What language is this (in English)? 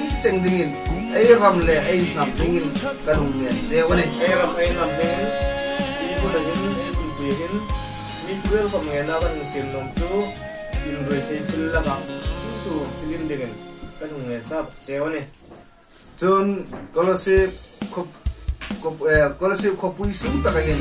Hmar